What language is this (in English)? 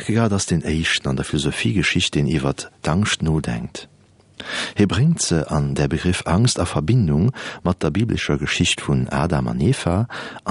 Luxembourgish